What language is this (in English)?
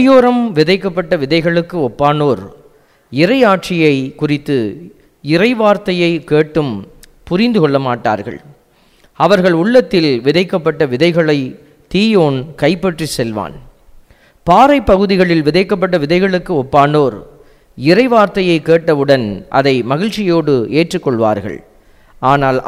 Tamil